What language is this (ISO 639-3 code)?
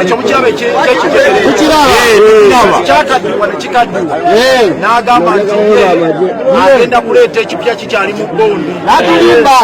lug